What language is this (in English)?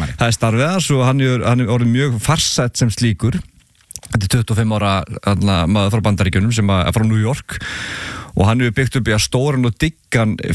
Icelandic